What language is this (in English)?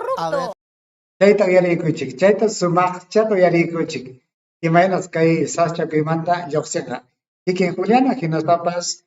Ayacucho Quechua